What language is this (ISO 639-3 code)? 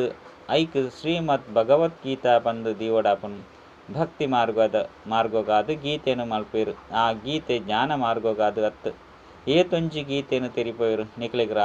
tcy